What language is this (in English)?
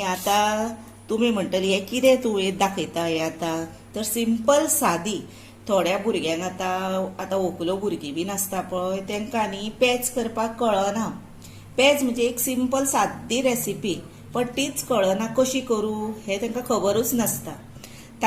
Konkani